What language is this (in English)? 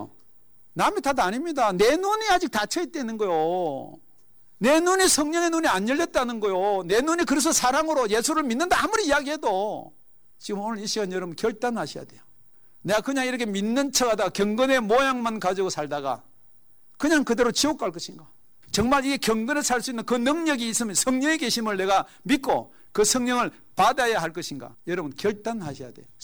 Korean